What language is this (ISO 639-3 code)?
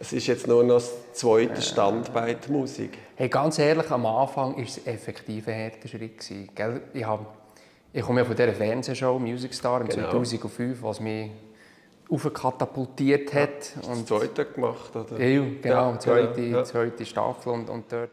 gsw